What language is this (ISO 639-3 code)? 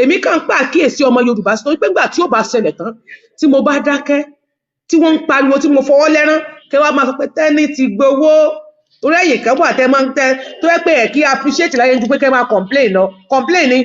yor